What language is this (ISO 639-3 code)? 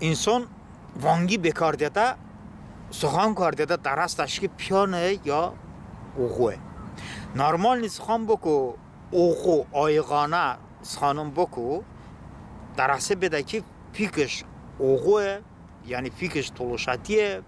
tly